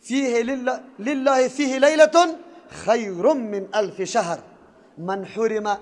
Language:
Persian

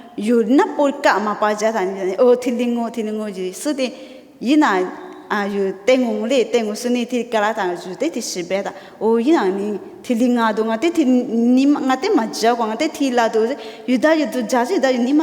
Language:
Lisu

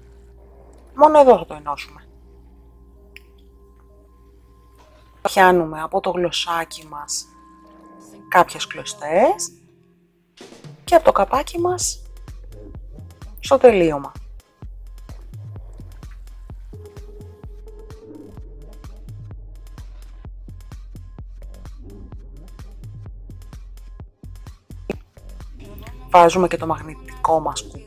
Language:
Greek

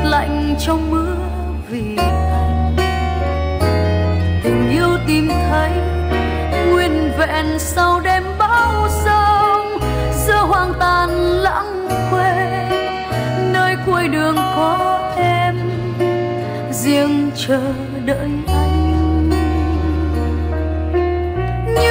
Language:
Vietnamese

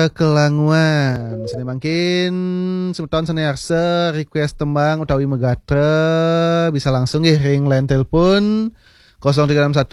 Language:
Balinese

